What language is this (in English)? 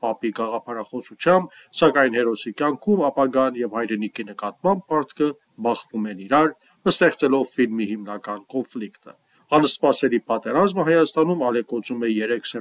Armenian